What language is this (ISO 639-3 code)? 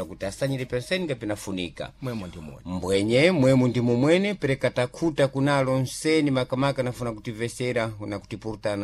seh